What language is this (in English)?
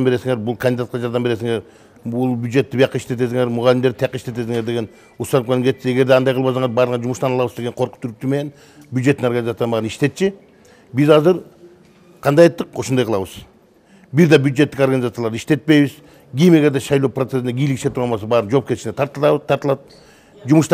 Kyrgyz